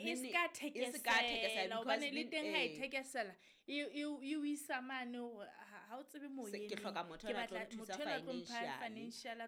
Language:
Southern Sotho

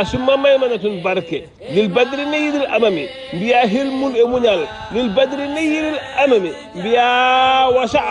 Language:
Fula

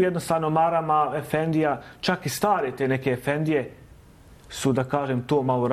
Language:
Bosnian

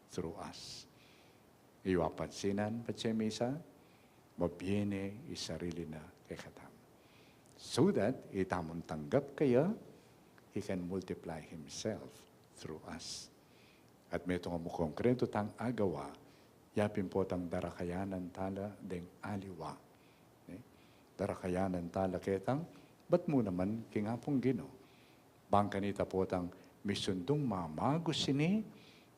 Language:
Pampanga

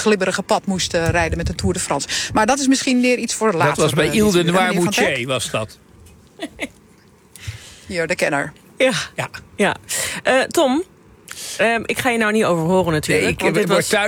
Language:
Dutch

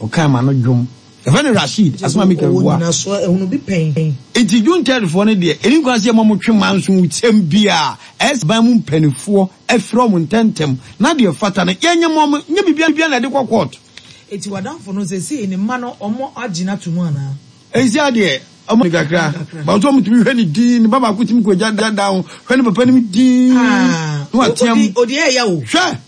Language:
Akan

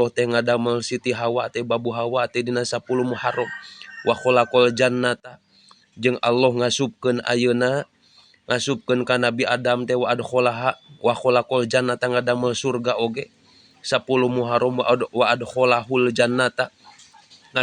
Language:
Sundanese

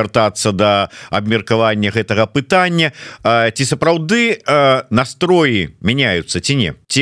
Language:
Belarusian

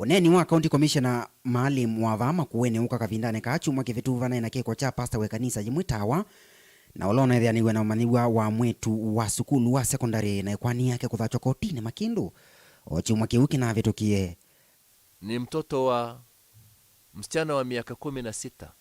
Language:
Kamba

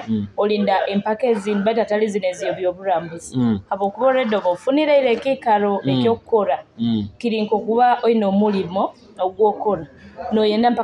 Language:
Nyoro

